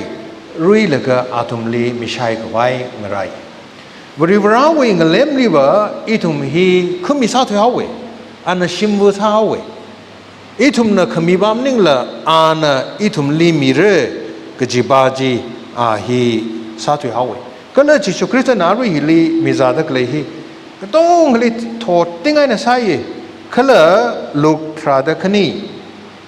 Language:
Tangkhul Naga (India)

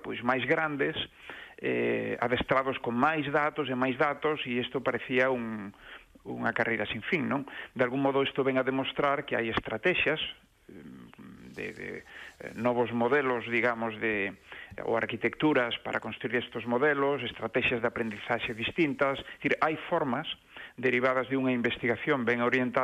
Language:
Galician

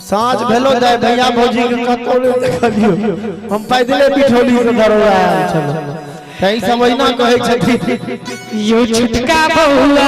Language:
Maithili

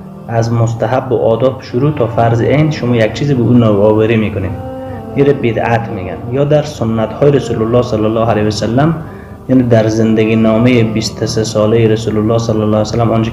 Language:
Persian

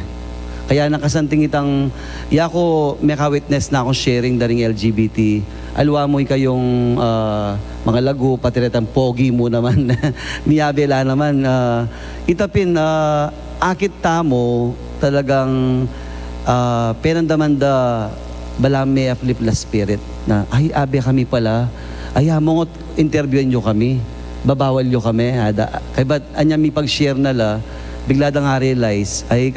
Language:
Pampanga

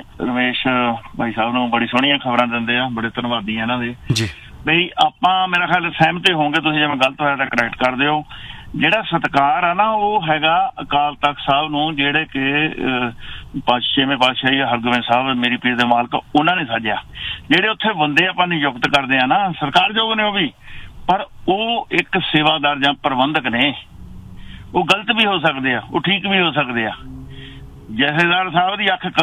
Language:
Punjabi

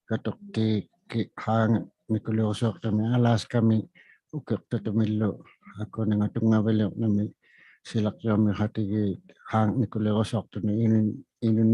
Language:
Inuktitut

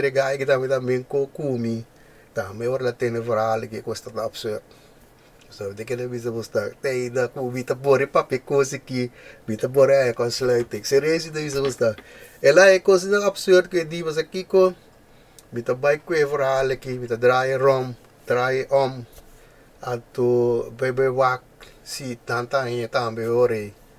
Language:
Papiamento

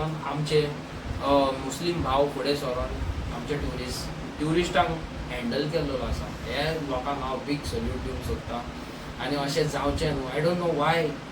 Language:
Konkani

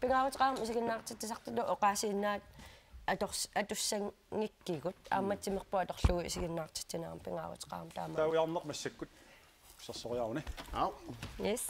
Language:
Kalaallisut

